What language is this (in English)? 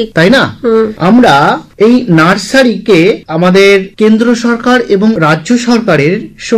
Bangla